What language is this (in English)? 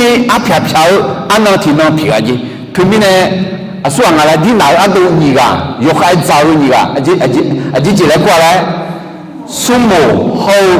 Akha